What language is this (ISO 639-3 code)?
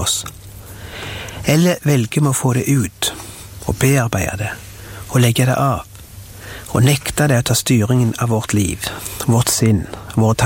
nor